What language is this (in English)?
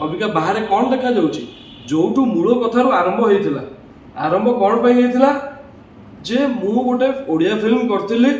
Odia